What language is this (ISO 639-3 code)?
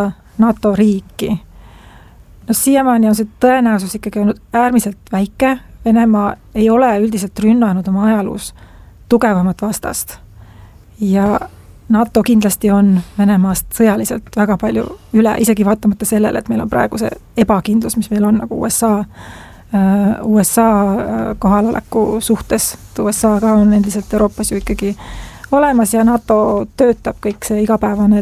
est